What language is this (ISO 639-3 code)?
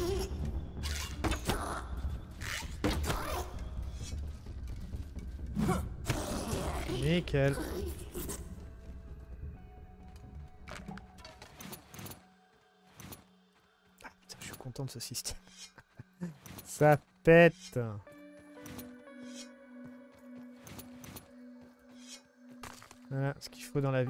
fra